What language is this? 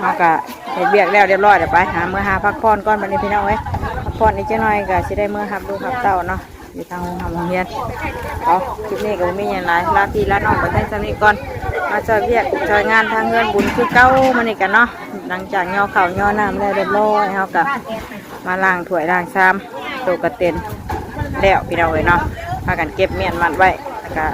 Northeastern Thai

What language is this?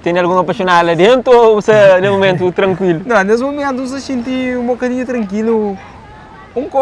Kabuverdianu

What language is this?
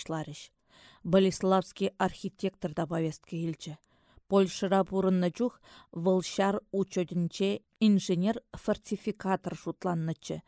Chuvash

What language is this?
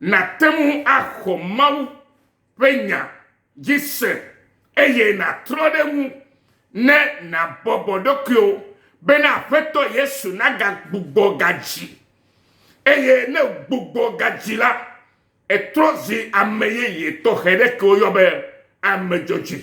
Ewe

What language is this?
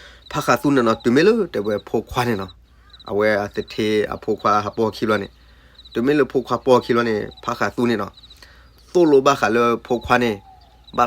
S'gaw Karen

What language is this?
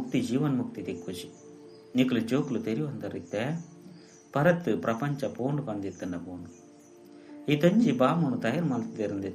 Tulu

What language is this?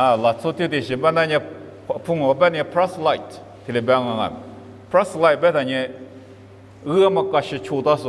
Lisu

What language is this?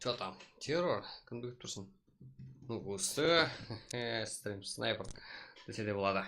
Kara-Kalpak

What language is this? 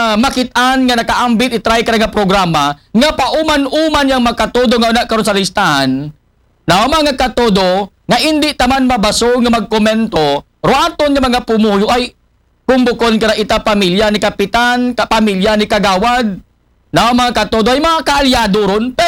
Aklanon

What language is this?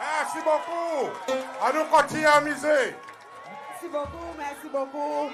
Seselwa Creole French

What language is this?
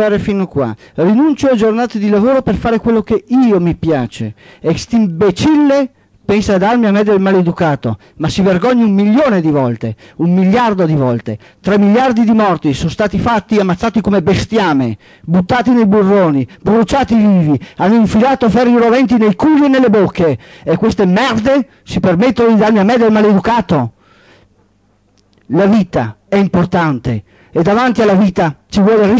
Italian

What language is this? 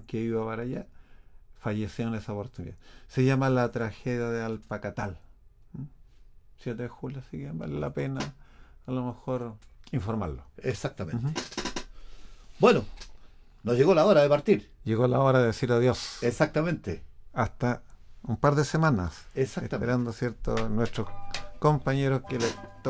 Spanish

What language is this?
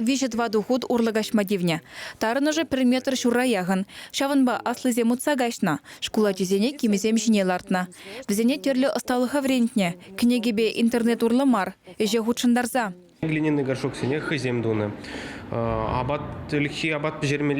Chuvash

